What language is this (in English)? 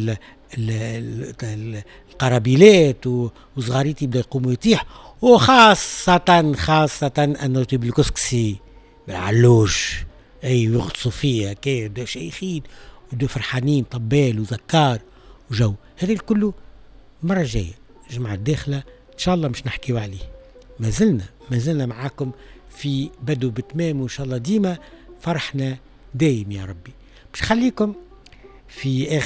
Tunisian Arabic